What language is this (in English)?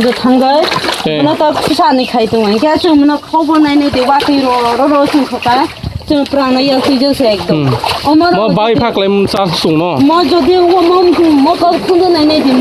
Kok Borok